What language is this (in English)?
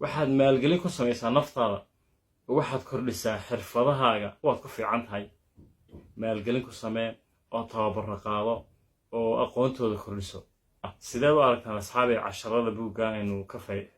Somali